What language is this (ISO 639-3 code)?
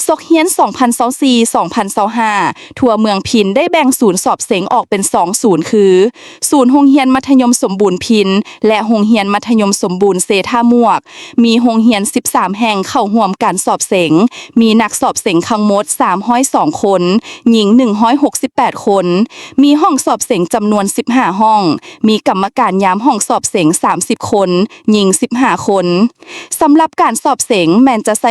lao